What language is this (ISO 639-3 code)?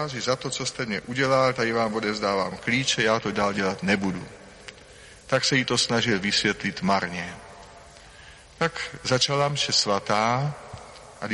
ces